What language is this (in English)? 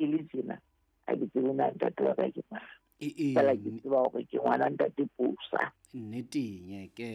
Southern Sotho